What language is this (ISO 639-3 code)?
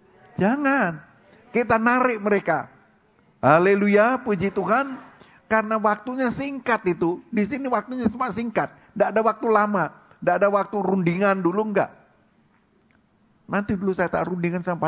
ind